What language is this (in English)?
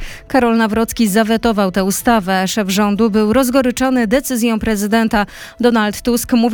Polish